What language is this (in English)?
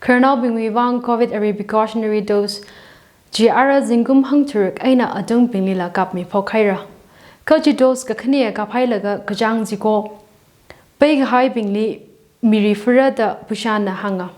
Tangkhul Naga (India)